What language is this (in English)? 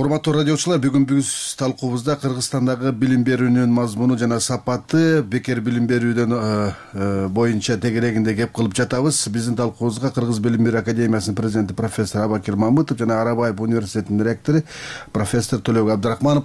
Kyrgyz